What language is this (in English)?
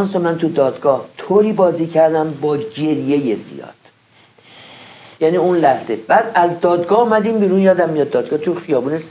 Persian